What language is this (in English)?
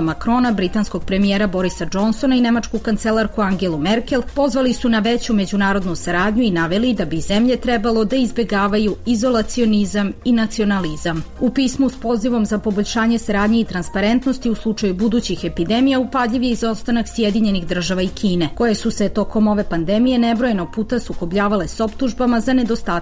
Serbian